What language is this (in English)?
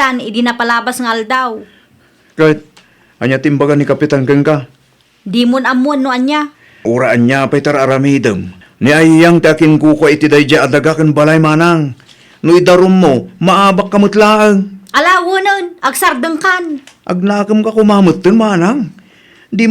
Iloko